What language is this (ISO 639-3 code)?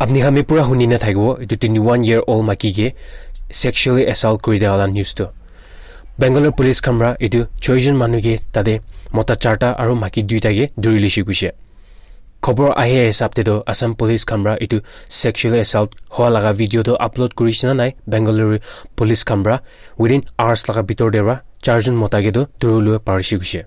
nag